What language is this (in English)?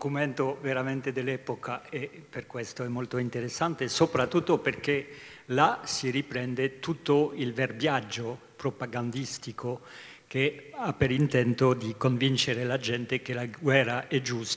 Italian